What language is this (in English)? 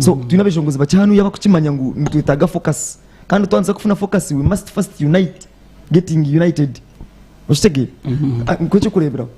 Nyankole